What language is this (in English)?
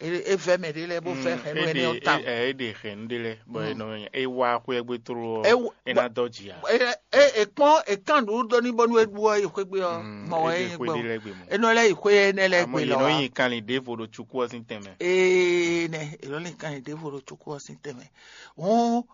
Fon